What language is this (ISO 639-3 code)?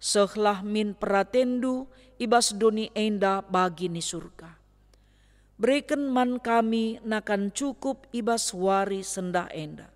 btx